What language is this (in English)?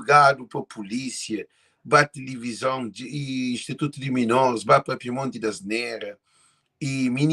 Kabuverdianu